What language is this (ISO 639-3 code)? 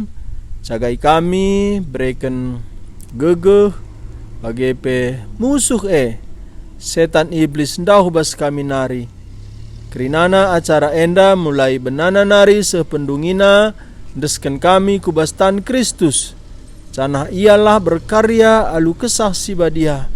btx